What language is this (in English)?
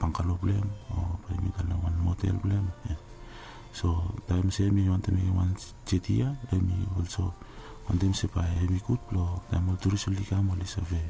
Bislama